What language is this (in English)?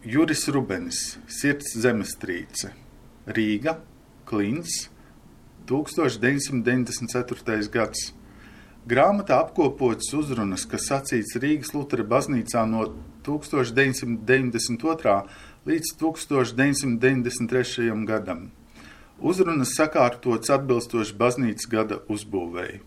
Latvian